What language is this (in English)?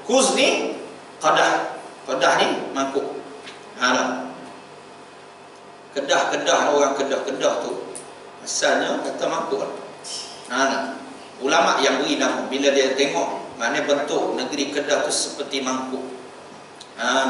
Malay